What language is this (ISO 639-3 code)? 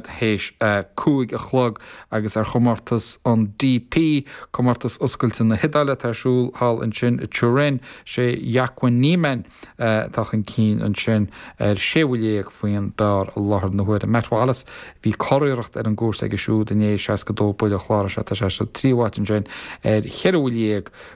gle